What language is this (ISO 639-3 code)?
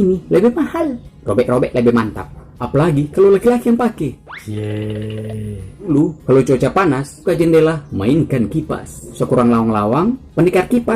xmm